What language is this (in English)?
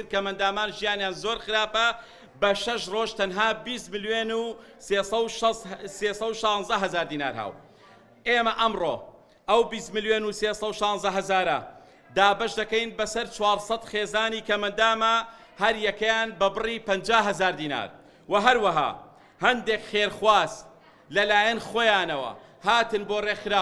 Central Kurdish